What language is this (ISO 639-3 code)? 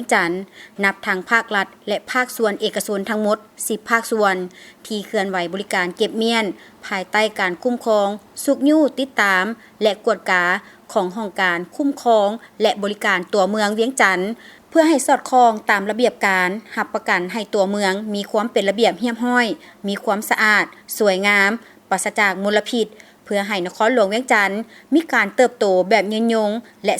lao